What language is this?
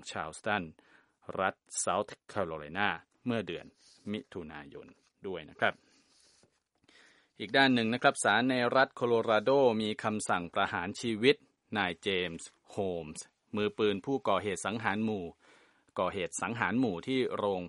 Thai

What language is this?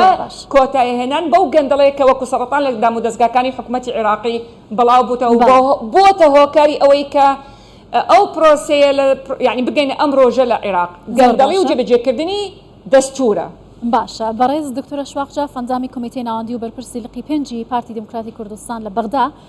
Central Kurdish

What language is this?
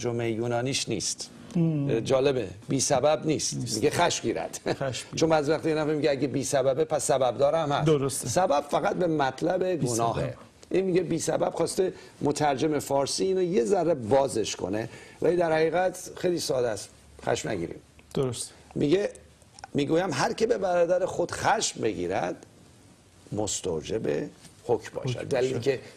Persian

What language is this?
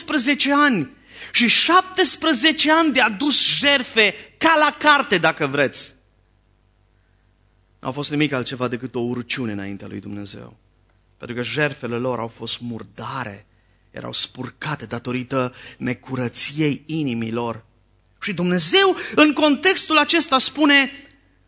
Romanian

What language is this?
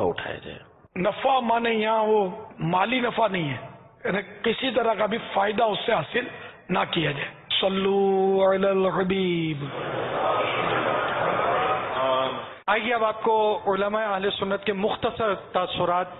Urdu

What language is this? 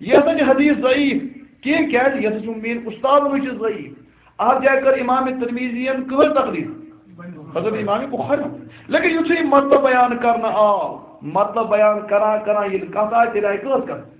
Kashmiri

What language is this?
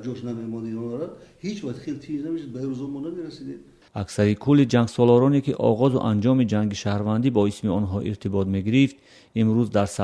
Tajik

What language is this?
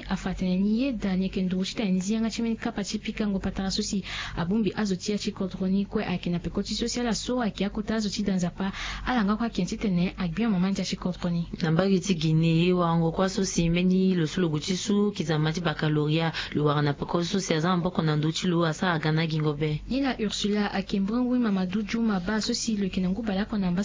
Sango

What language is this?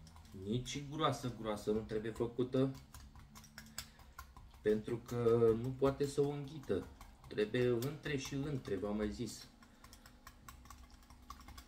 Romanian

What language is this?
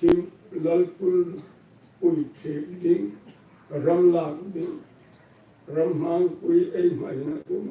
Hmar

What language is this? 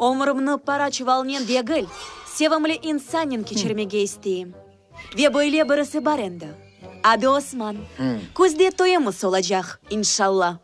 Crimean Tatar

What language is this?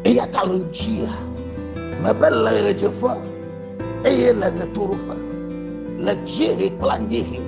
Ewe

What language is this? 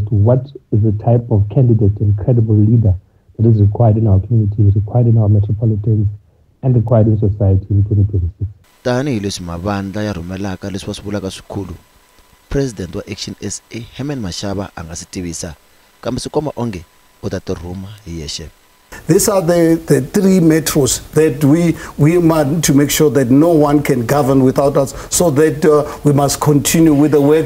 Tsonga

